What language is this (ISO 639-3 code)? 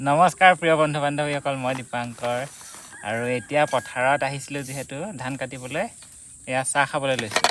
asm